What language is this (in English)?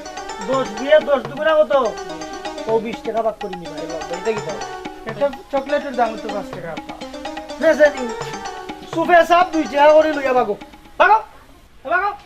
Sylheti